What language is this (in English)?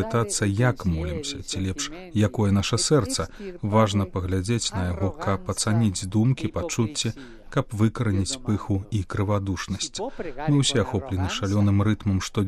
Belarusian